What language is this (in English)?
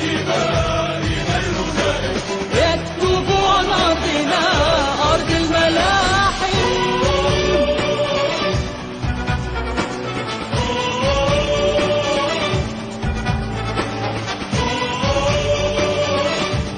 Arabic